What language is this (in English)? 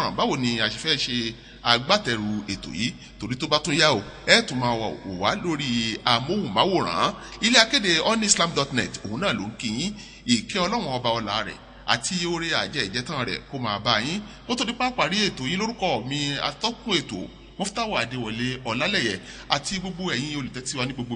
Yoruba